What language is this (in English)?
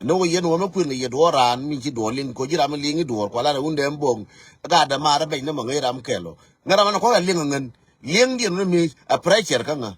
Nuer